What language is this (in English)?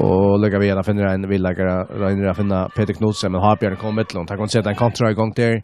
Faroese